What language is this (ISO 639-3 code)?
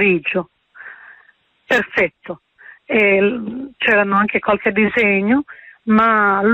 ita